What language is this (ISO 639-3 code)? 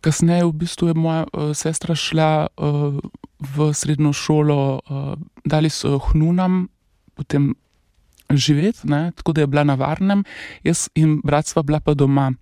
slv